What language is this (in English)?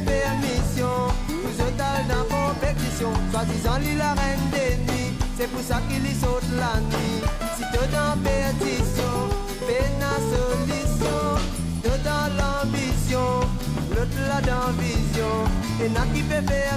Morisyen